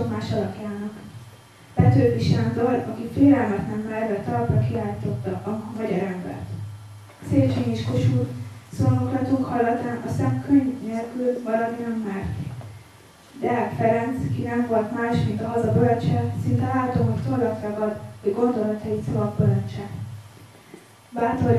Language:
Hungarian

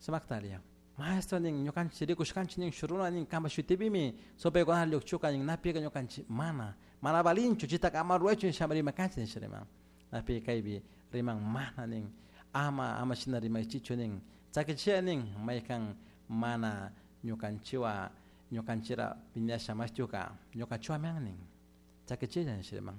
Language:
Chimborazo Highland Quichua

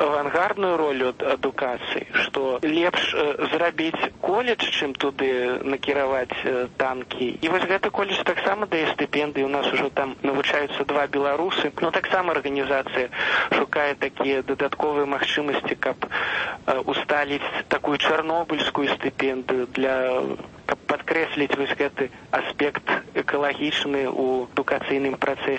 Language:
Belarusian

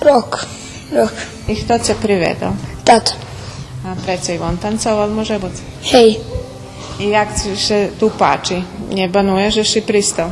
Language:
Rusyn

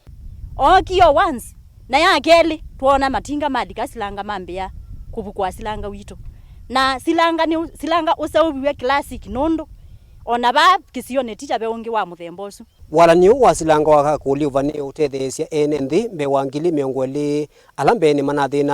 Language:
Kamba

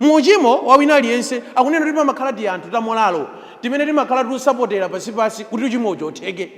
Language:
Nyanja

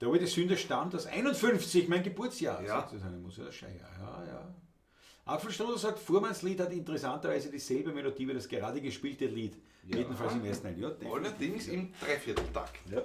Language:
Bavarian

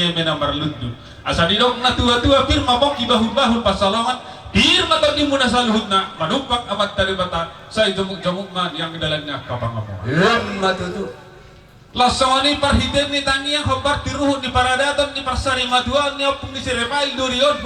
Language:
Batak Toba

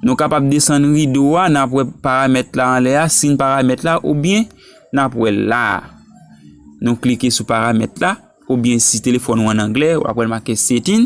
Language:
Haitian Creole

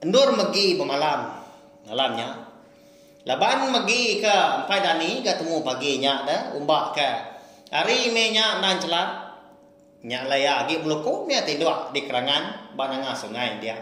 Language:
Iban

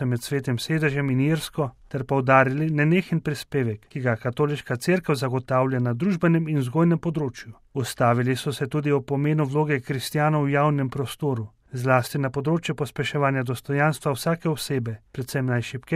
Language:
Slovenian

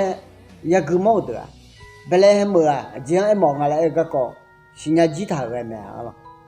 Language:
Akha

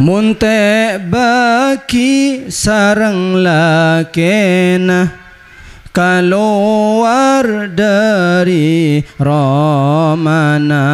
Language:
Madurese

